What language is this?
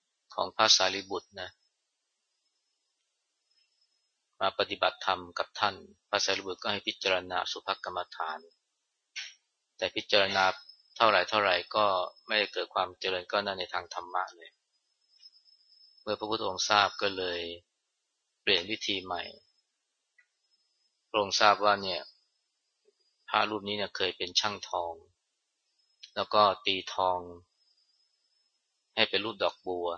Thai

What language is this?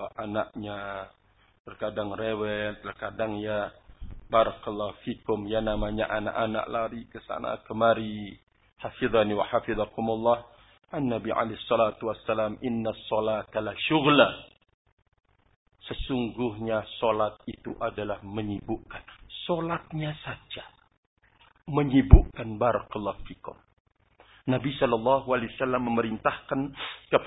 Indonesian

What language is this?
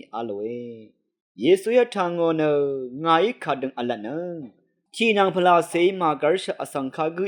Rawang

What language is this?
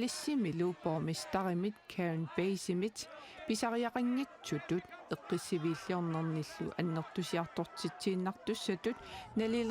Kalaallisut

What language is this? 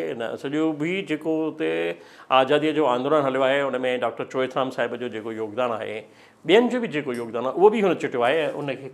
Sindhi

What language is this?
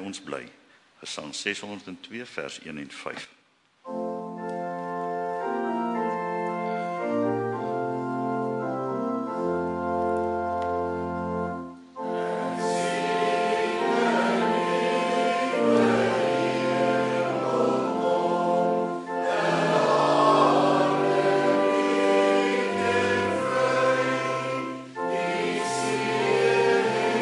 Afrikaans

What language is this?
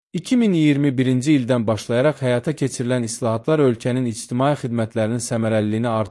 Azerbaijani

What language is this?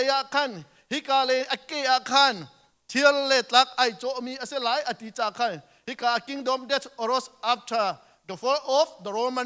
Hakha Chin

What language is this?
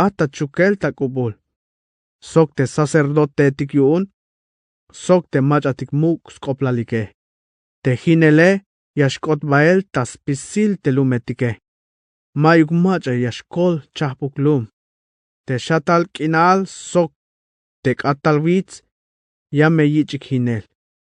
Tzeltal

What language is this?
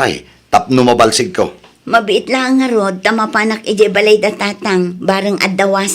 Iloko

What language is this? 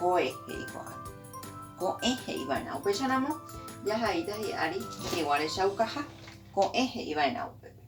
Guarani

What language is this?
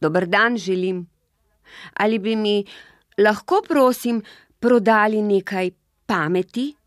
Slovenian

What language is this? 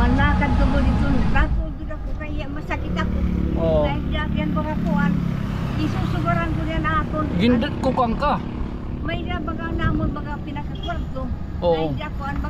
Waray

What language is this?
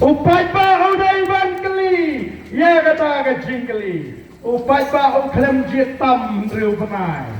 Khasi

